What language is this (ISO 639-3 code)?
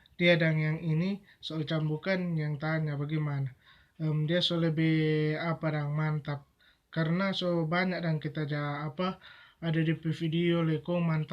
xmm